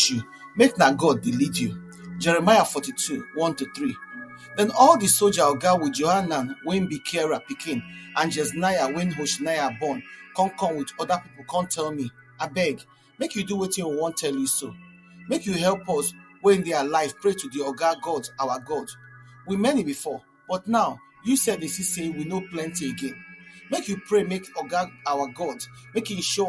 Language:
Nigerian Pidgin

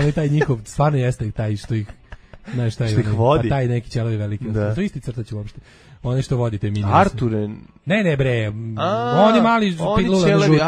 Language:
Serbian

